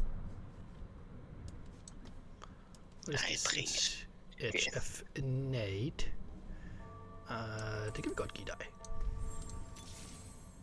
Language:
Danish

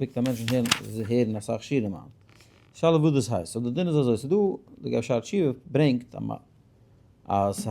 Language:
Yiddish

